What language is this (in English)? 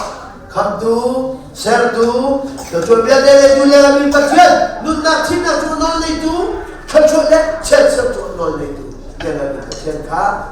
Hakha Chin